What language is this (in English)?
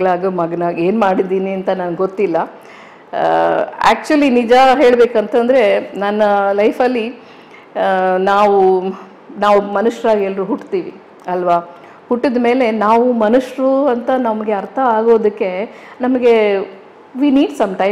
Kannada